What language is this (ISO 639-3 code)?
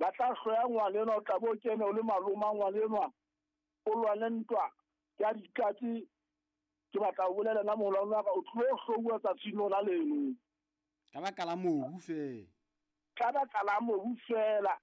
sot